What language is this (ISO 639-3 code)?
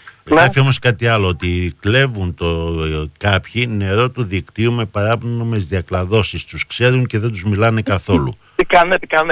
ell